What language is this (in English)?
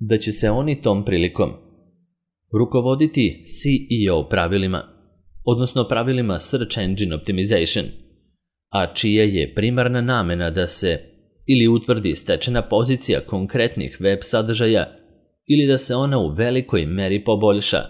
Serbian